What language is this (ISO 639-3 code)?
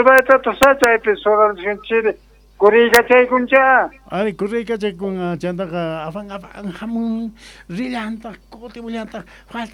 que